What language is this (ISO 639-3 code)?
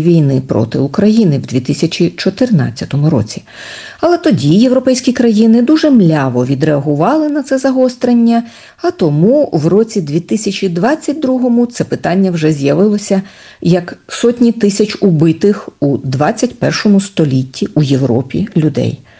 ukr